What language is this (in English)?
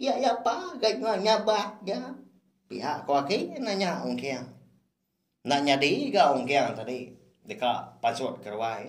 Iban